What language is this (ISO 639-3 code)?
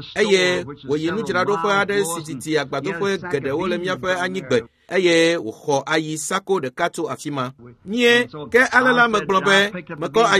ewe